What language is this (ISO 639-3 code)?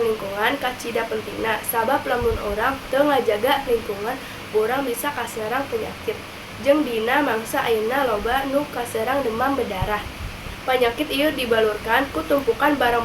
sun